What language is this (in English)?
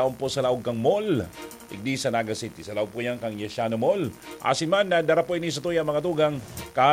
Bikol